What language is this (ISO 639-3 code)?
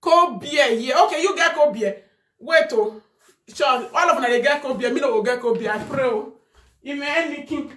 pcm